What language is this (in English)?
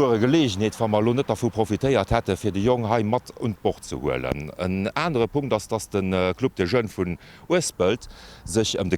Luxembourgish